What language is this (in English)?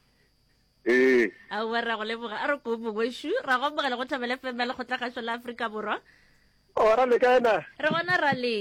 Northern Sotho